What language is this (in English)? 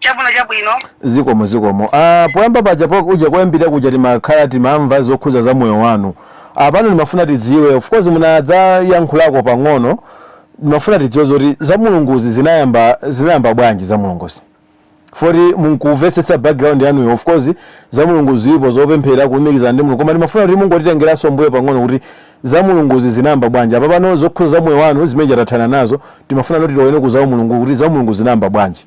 Nyanja